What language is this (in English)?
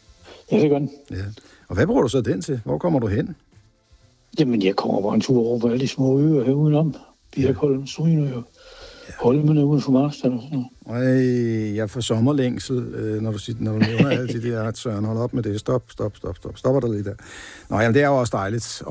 Danish